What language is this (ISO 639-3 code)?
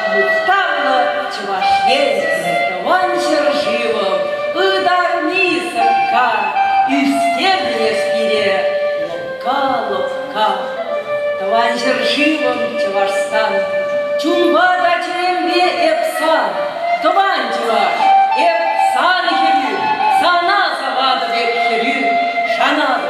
chv